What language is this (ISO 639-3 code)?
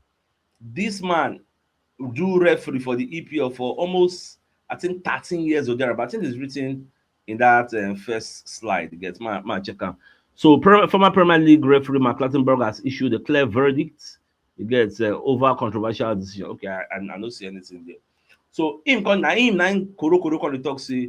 pcm